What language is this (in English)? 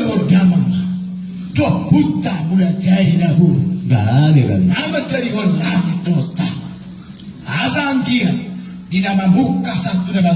Batak Toba